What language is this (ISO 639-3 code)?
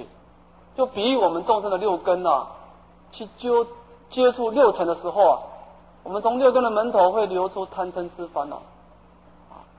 zho